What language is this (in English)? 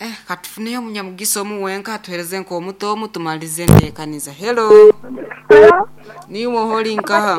Nyoro